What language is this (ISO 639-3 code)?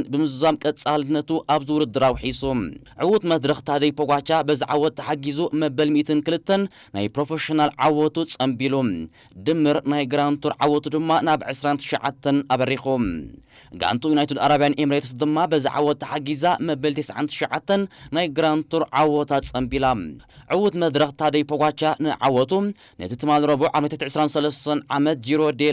tir